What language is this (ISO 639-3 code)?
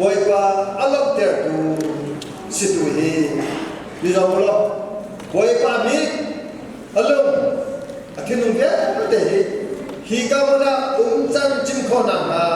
cnh